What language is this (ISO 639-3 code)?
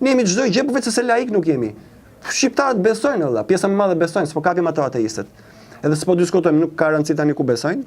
sqi